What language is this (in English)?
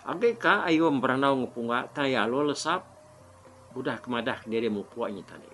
Iban